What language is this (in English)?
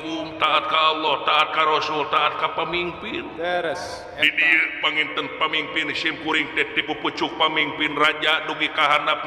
Sundanese